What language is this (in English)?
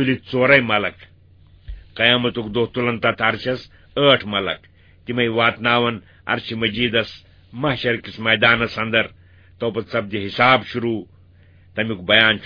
Kashmiri